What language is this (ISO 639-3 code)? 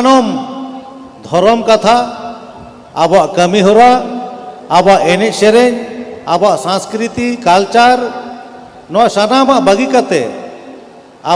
sat